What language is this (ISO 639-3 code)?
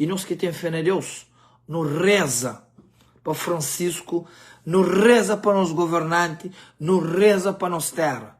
kea